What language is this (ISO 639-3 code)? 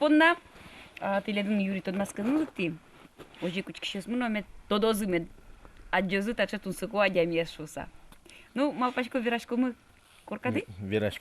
udm